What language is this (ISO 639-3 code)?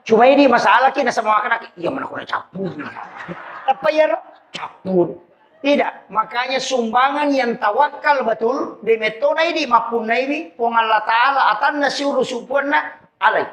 bug